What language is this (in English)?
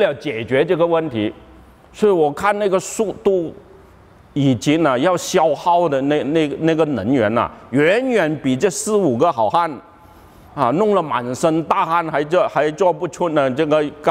Chinese